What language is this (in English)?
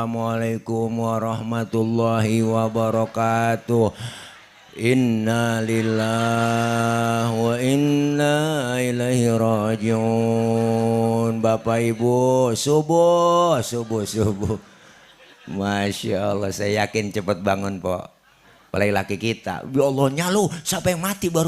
Betawi